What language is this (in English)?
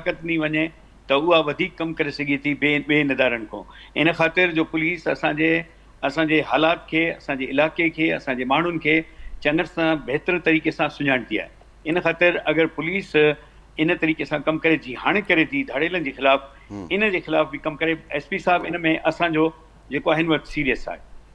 Sindhi